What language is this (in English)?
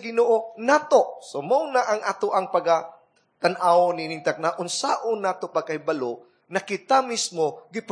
Cebuano